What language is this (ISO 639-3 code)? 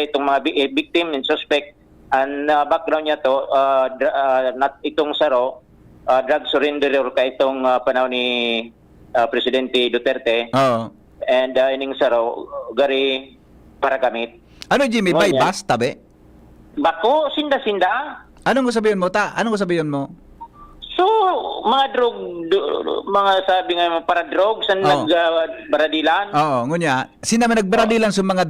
bik